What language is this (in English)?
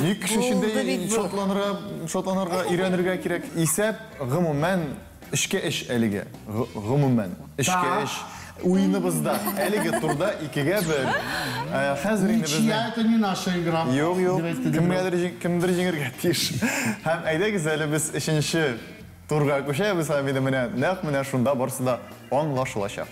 Tatar